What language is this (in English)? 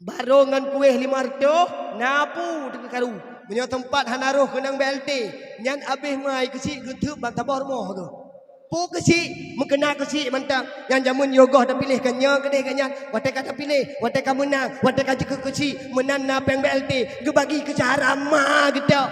Achinese